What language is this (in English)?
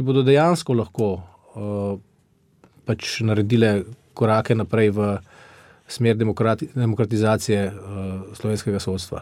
Slovenian